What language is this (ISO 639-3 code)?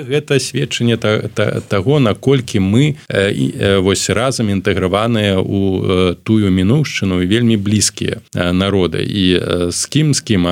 bel